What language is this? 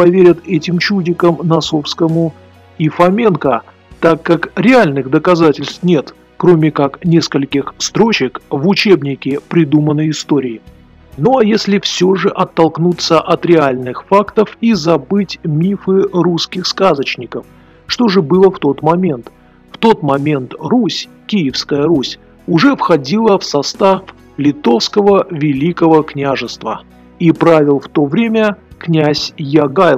Russian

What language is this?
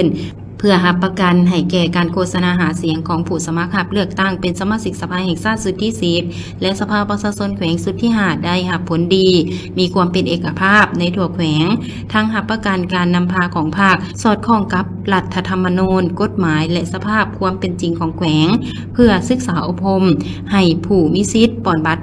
Lao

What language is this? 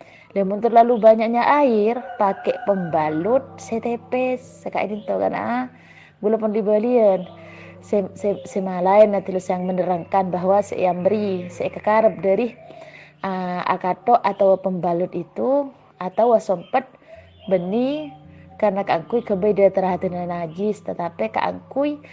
Madurese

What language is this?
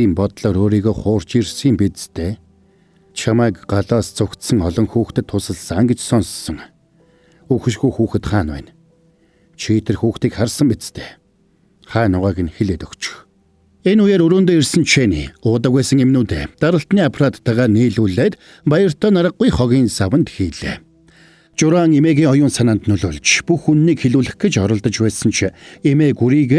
Mongolian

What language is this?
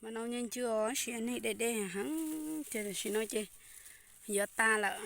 Hmong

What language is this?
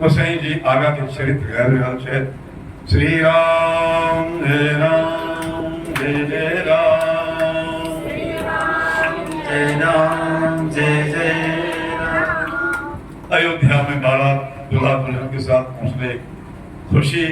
Maithili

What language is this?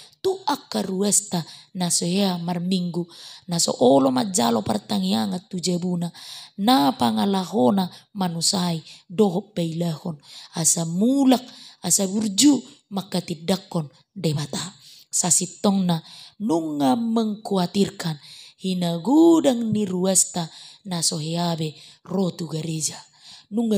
Batak Toba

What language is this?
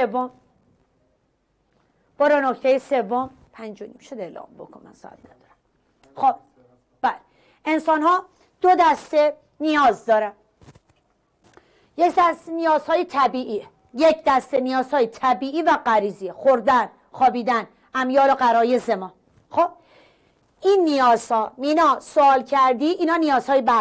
Persian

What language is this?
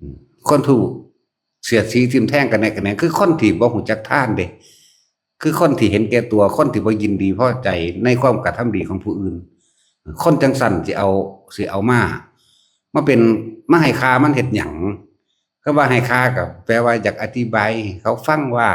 Northeastern Thai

